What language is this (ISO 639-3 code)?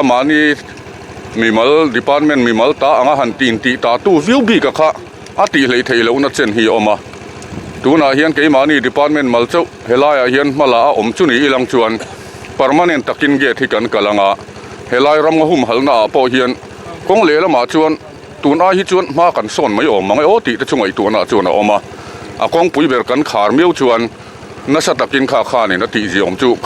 lus